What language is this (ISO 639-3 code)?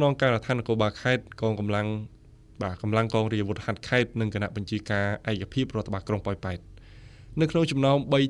khm